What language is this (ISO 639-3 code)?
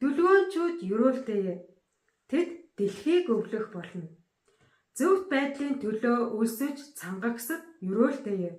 mon